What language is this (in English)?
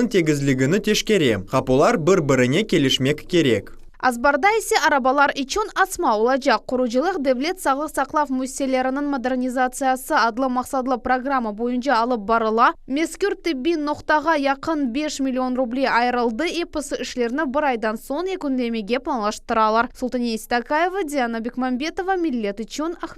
Crimean Tatar